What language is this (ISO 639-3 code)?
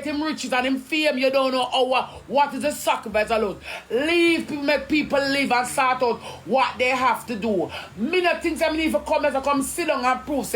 jam